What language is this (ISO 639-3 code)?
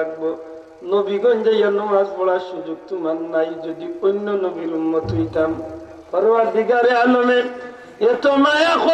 syl